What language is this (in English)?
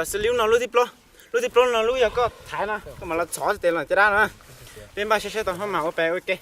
Hmong